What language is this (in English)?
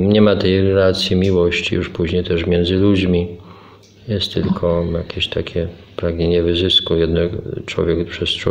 Polish